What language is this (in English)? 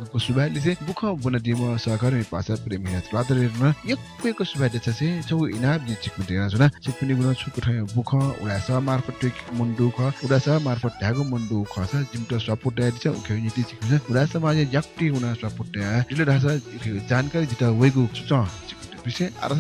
Newari